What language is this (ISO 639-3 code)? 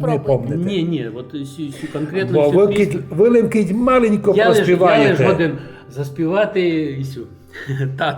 rue